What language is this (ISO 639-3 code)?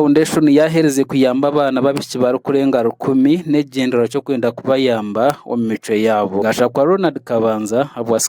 nyn